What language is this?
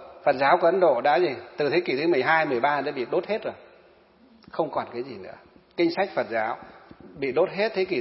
Vietnamese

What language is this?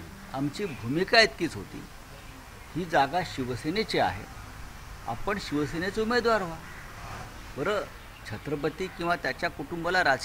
Marathi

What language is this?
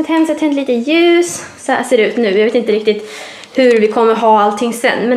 Swedish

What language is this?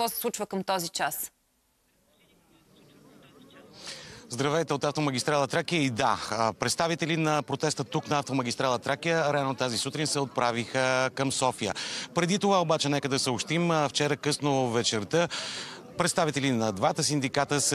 Bulgarian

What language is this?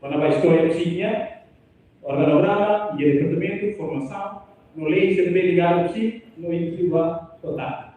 Tetum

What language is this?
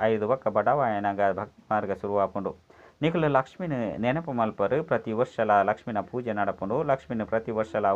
Tulu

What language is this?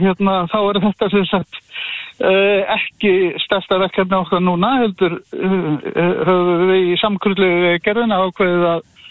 Icelandic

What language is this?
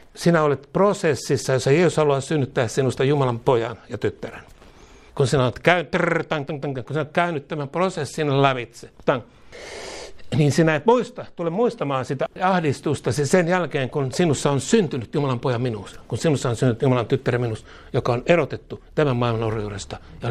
Finnish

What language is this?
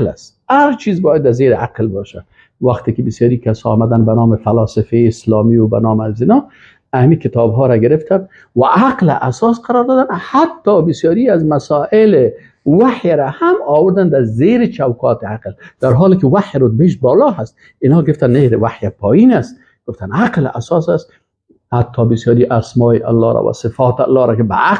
Persian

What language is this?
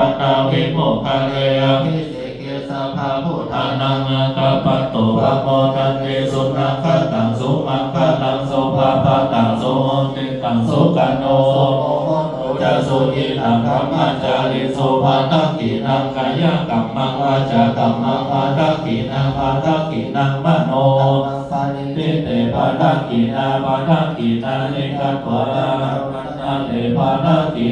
Pali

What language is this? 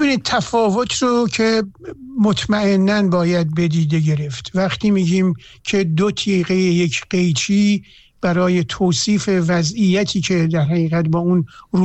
Persian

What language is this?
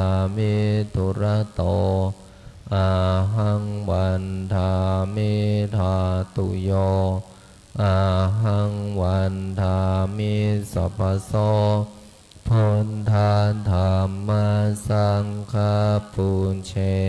Pali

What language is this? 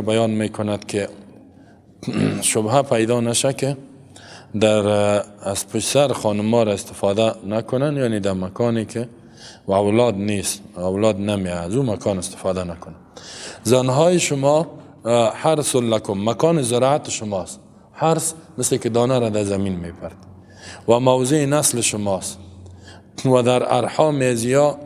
Persian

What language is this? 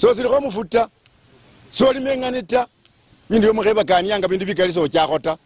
Luyia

